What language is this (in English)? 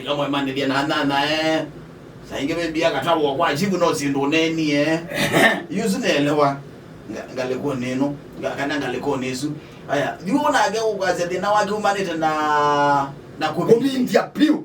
Kamba